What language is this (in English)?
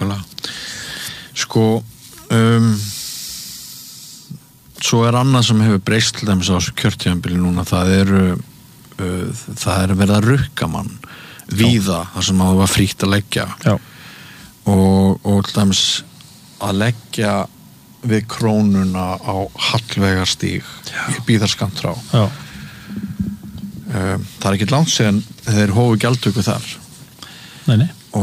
Icelandic